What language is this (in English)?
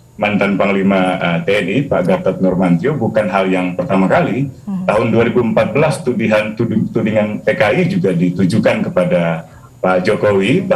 Indonesian